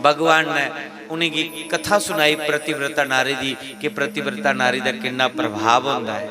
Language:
Dogri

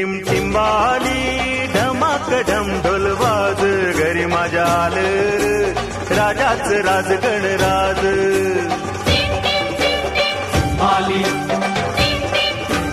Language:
Marathi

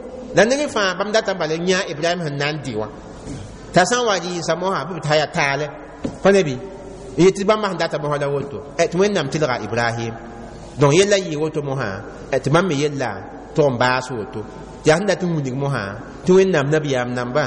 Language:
Mossi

